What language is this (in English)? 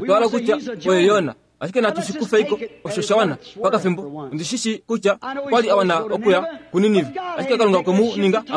Kuanyama